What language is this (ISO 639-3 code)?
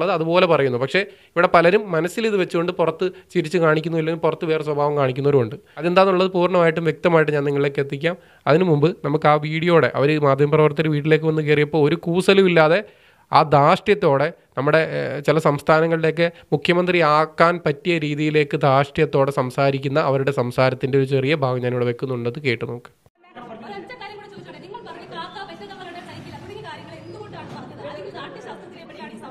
mal